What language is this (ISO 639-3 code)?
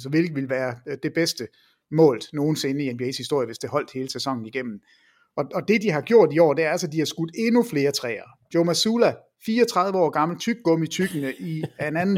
dan